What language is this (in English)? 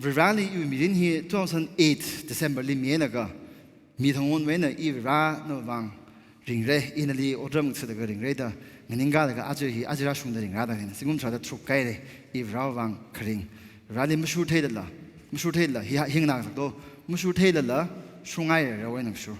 Tangkhul Naga (India)